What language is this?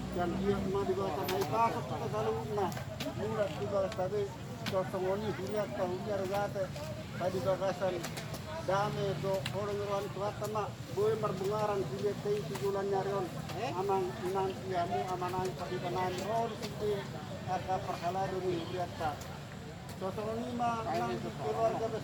Batak Toba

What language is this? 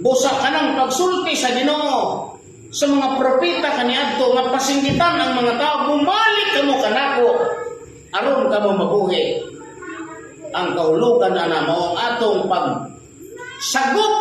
Cebuano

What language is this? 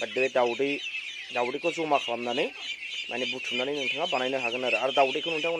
Bodo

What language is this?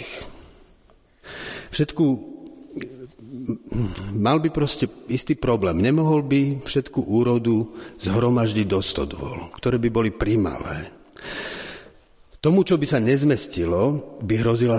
Slovak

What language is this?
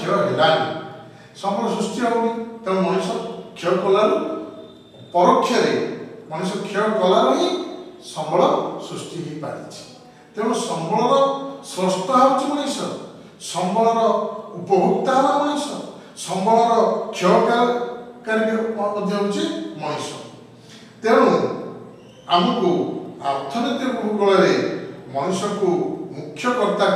Odia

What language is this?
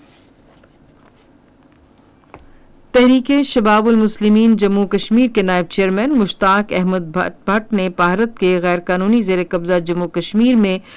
Urdu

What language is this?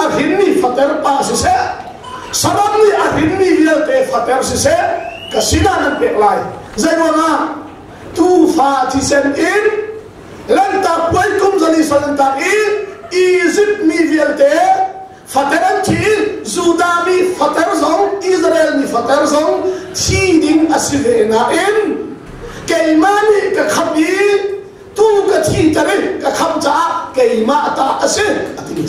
Hakha Chin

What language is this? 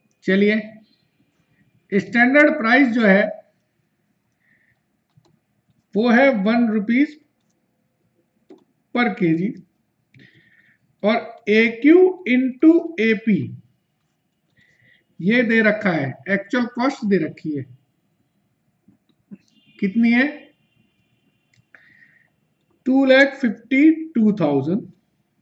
Hindi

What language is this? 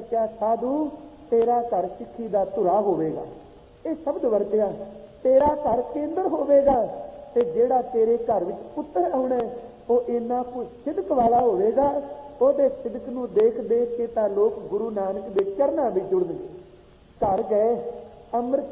Punjabi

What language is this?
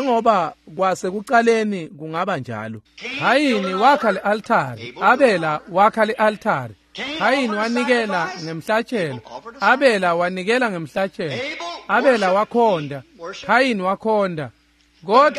Swati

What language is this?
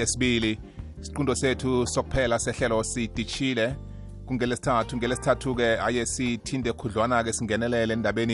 South Ndebele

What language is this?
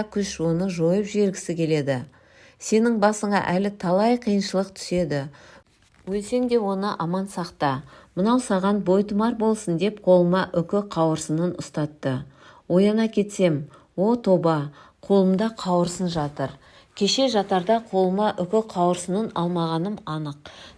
Kazakh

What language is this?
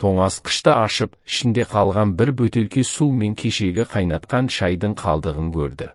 Kazakh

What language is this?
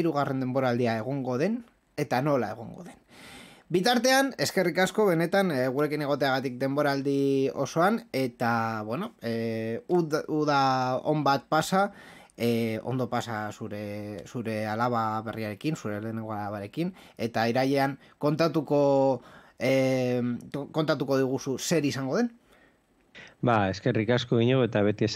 Basque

